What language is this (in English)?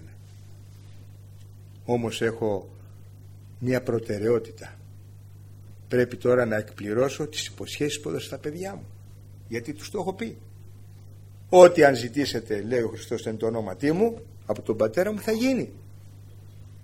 Greek